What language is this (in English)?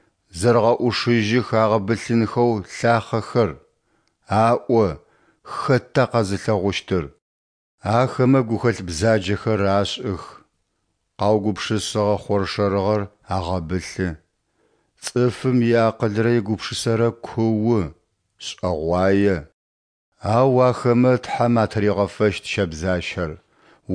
Adyghe